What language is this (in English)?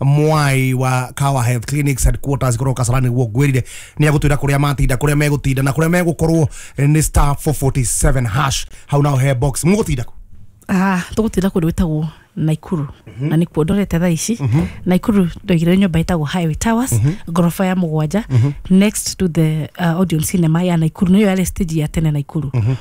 Kikuyu